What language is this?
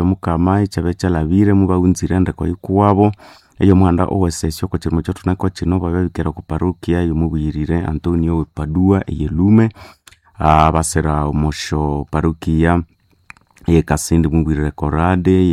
Nande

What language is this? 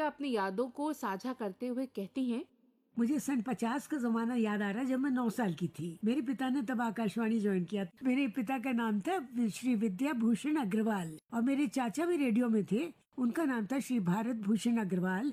Hindi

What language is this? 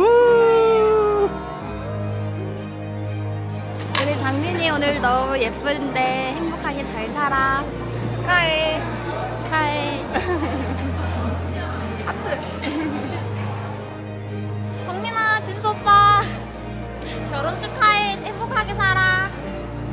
Korean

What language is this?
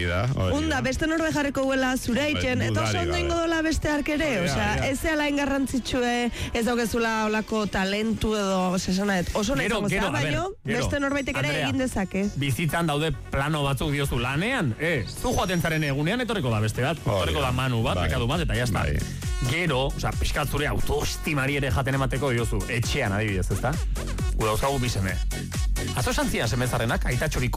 Basque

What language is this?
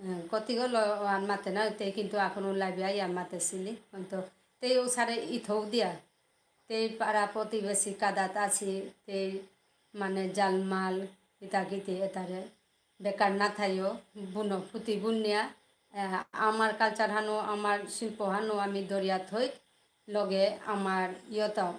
Bishnupriya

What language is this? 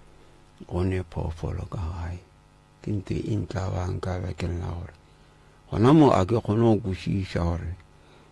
Northern Sotho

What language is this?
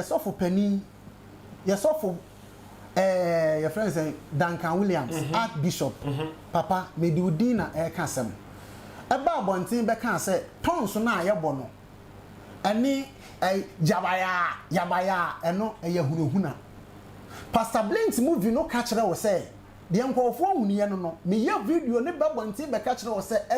Akan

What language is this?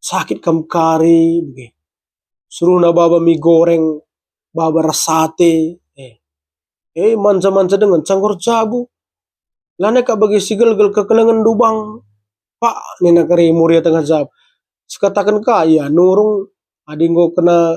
Batak Karo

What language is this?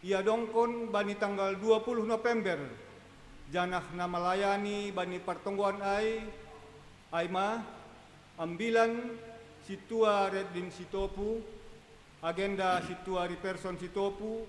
Batak Simalungun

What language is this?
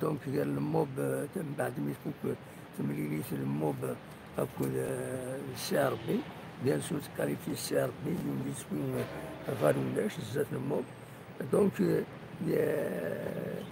Kabyle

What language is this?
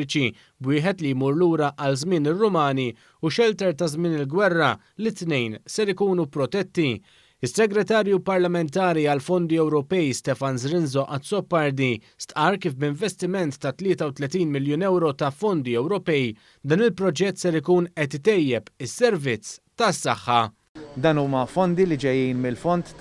Maltese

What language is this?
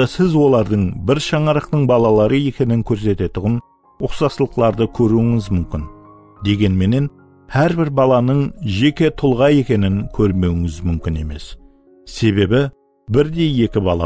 Kara-Kalpak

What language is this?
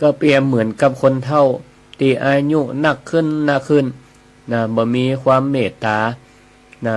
Northern Thai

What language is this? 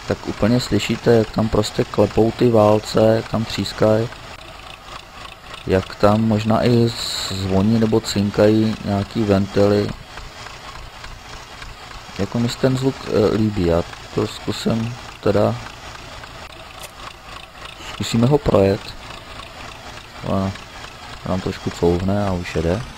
Czech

